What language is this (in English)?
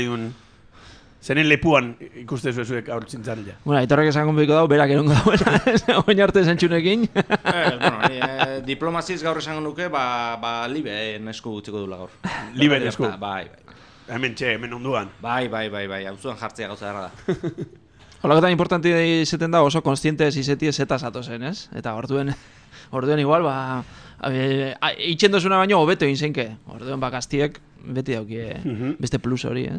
Basque